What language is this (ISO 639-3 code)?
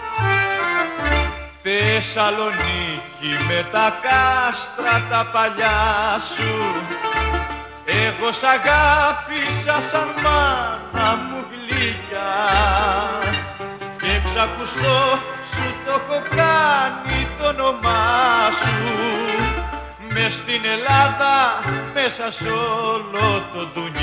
ell